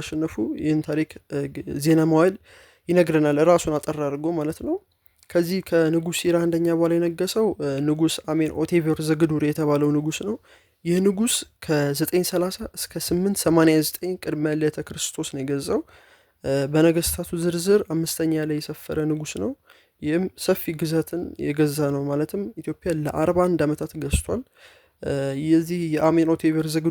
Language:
Amharic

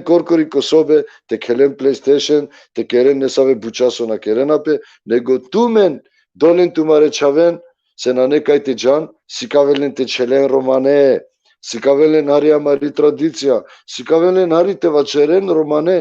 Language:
Balkan Romani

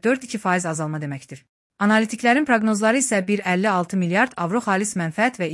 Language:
Azerbaijani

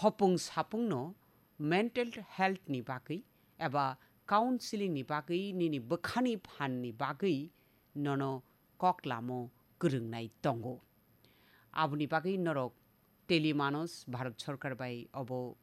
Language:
Kok Borok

